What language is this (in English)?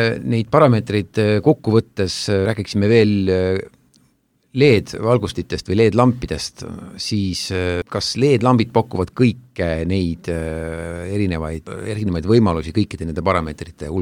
Estonian